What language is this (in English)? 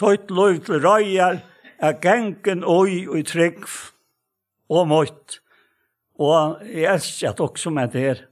Faroese